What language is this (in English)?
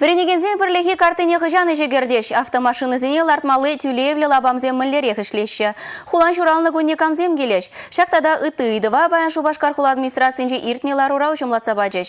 Chuvash